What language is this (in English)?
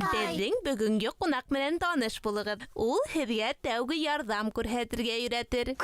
Bashkir